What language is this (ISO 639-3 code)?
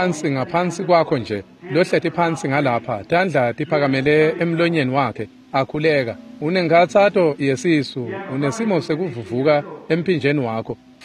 ssw